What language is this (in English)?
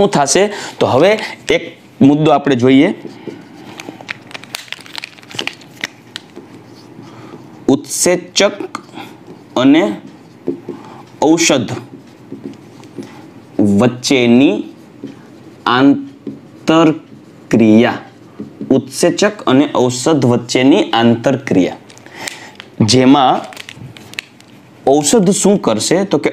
Gujarati